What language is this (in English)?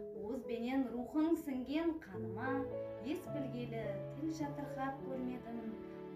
Kara-Kalpak